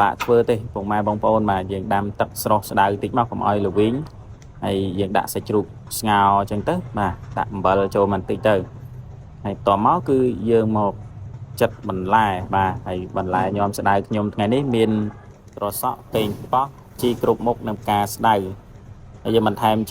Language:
Khmer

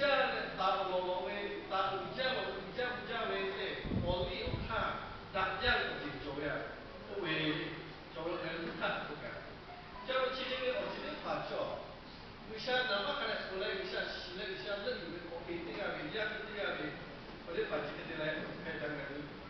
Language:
Lahu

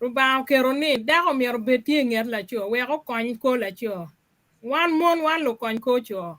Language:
Acoli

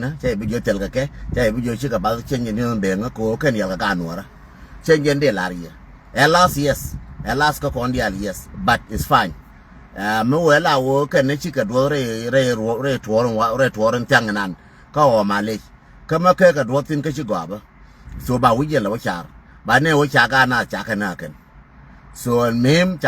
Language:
Nuer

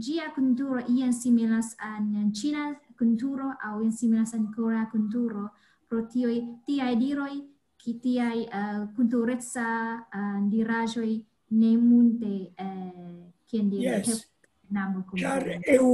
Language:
Esperanto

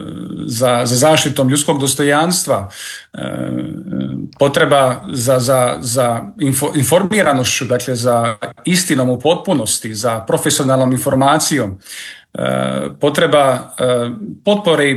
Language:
Croatian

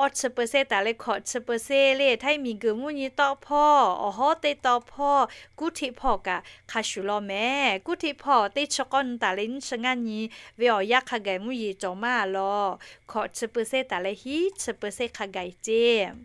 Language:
Lahu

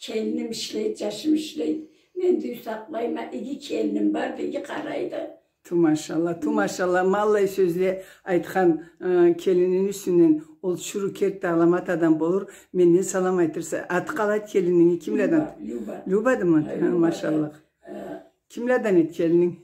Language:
Karachay-Balkar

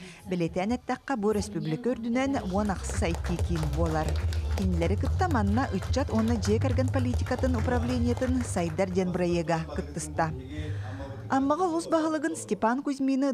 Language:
Yakut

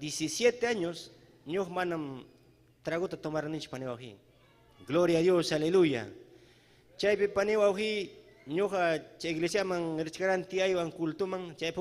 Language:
Ayacucho Quechua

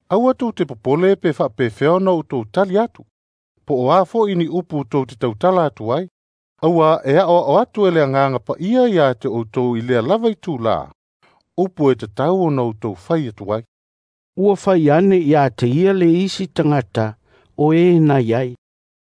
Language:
Samoan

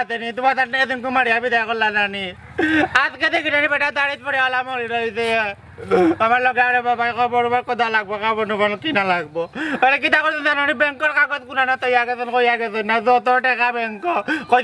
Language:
Sylheti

